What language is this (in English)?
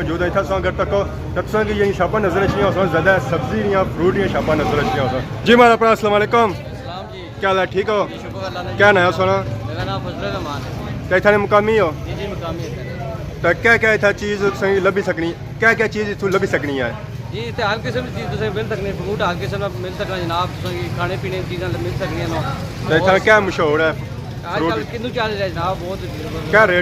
Pahari-Potwari